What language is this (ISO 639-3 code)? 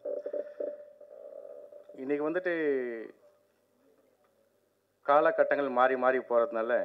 tam